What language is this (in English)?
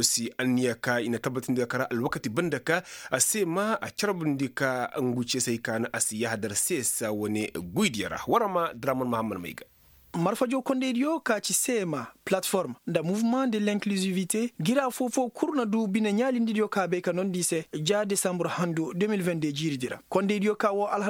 Koyraboro Senni